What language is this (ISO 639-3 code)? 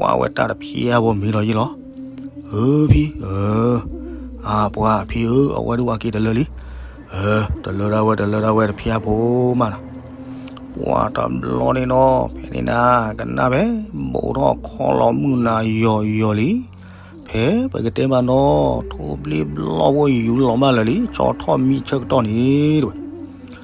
ksw